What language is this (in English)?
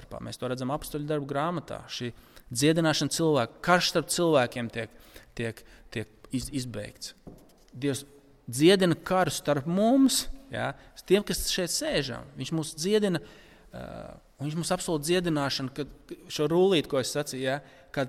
Latvian